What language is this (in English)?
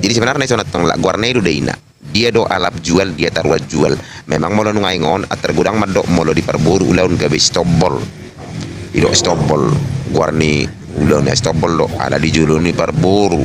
Batak Toba